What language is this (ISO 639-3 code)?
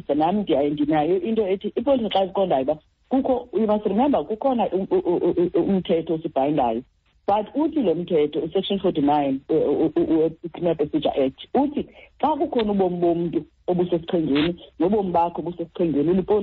xho